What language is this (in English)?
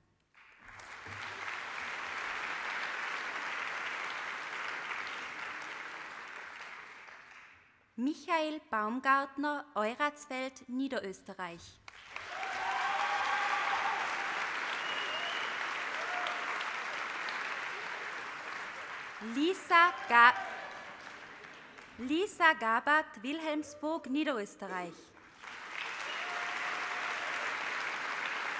German